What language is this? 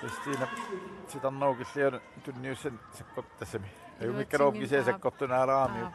Kalaallisut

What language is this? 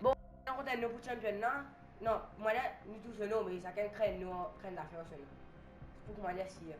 Morisyen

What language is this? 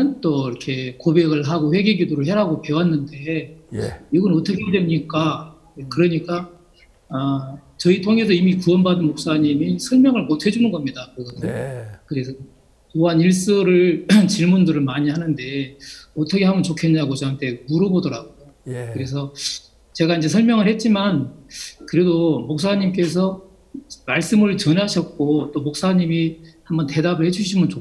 Korean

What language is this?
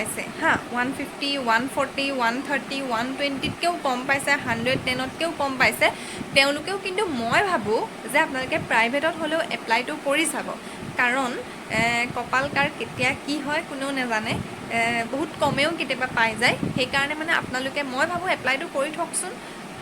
Assamese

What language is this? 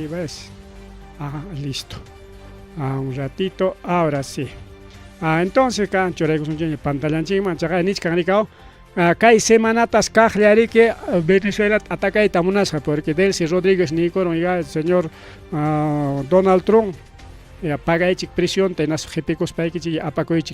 Ayacucho Quechua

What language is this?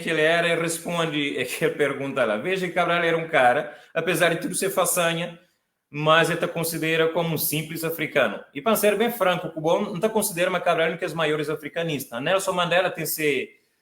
Kabuverdianu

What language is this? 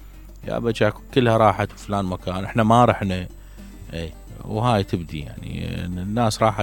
Mesopotamian Arabic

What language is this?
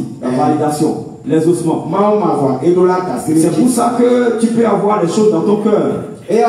French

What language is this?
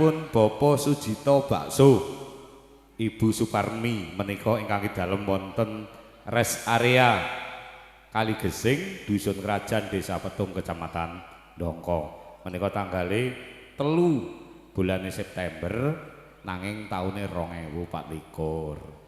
Javanese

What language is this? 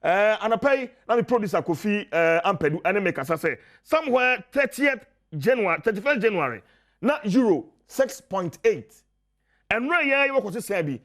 Akan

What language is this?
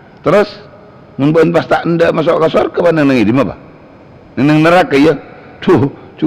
Madurese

